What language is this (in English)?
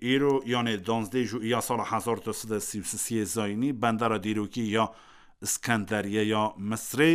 Kurdish